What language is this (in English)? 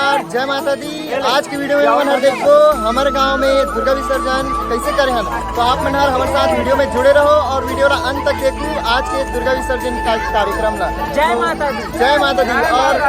Chhattisgarhi